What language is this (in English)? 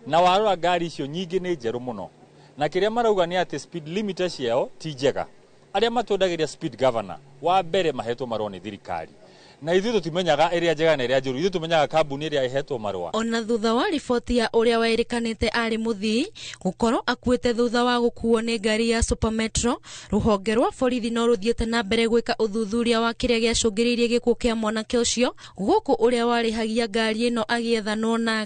Kikuyu